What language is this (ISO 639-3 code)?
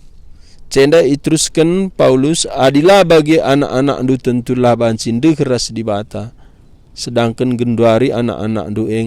btx